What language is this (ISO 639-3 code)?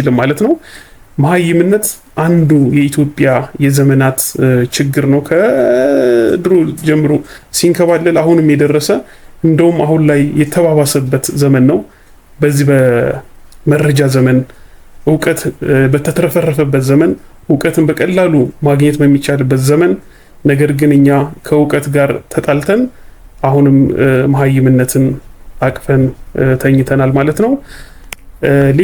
amh